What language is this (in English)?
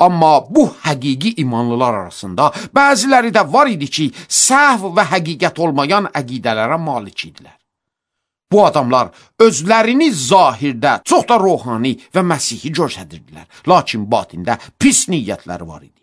Azerbaijani